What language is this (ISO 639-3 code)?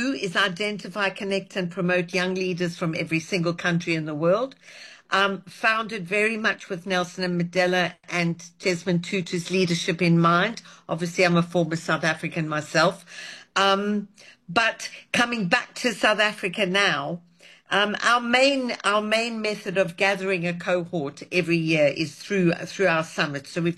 eng